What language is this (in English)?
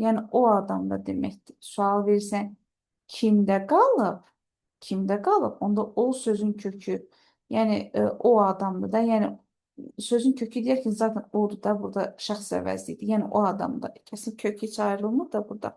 Azerbaijani